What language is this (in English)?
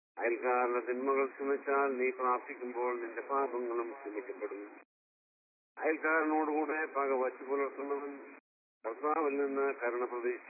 Malayalam